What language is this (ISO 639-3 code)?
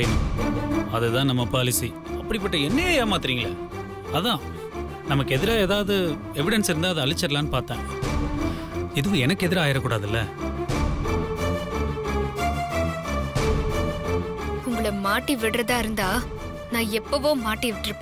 tam